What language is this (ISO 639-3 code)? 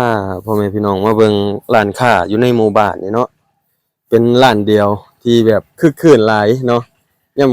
lao